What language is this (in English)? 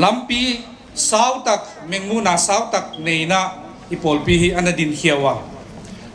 Paite Chin